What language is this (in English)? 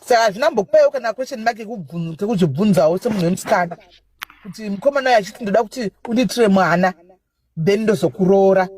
Shona